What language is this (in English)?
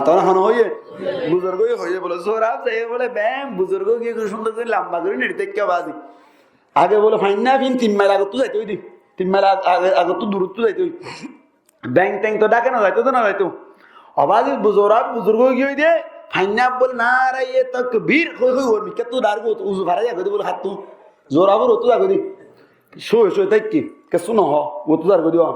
Rohingya